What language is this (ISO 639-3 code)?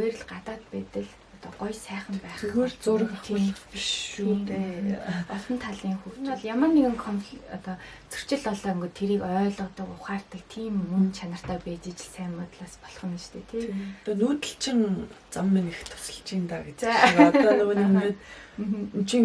mon